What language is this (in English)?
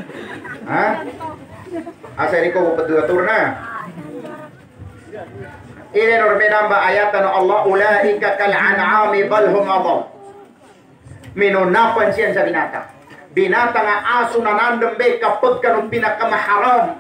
Maguindanaon